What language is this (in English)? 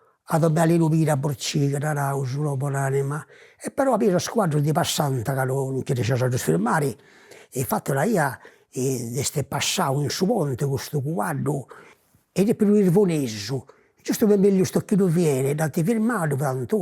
Sardinian